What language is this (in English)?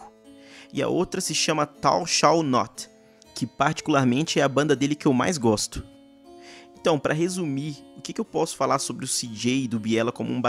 Portuguese